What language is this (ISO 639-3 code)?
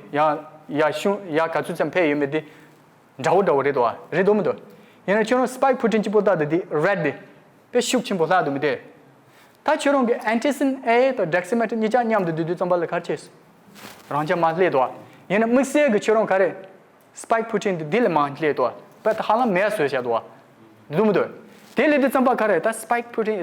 bod